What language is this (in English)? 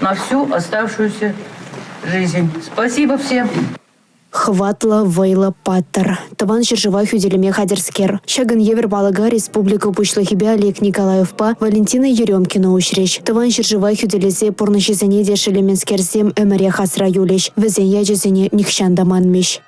Chuvash